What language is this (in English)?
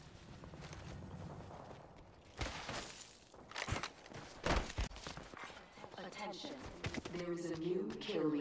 English